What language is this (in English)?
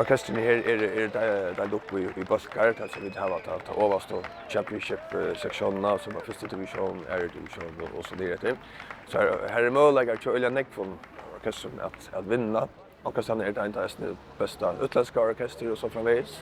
Faroese